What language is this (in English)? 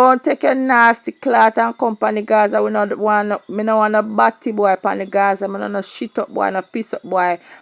Jamaican Creole English